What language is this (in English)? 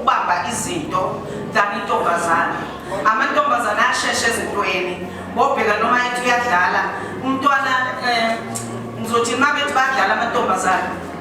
Zulu